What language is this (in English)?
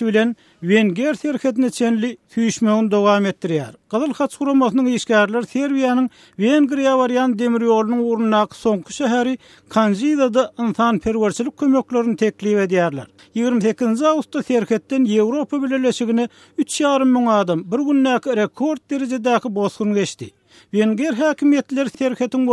Turkmen